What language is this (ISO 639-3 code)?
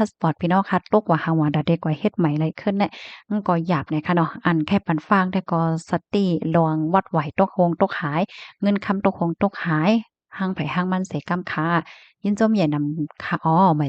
shn